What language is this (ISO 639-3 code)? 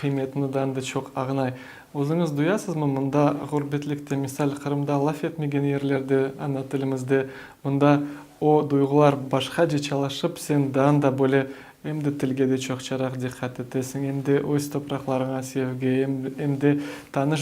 crh